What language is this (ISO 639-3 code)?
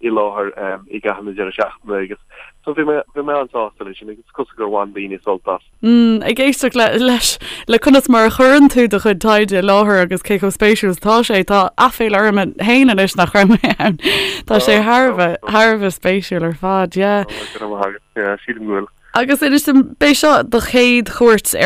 gle